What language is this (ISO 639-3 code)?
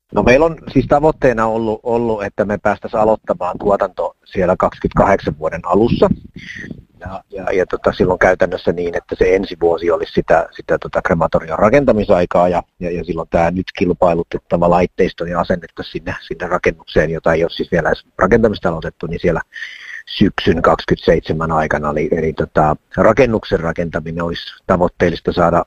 fin